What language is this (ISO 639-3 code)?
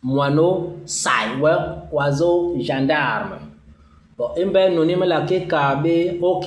bas